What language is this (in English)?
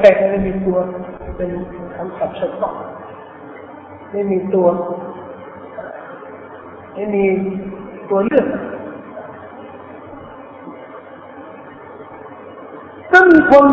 Thai